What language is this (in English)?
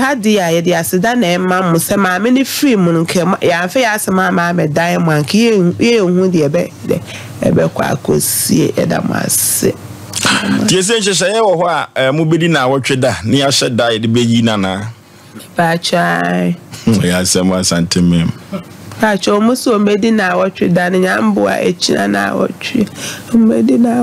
Akan